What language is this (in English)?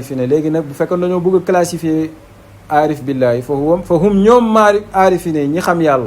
Wolof